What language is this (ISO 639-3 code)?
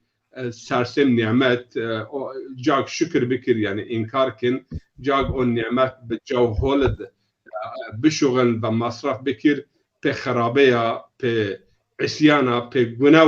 zza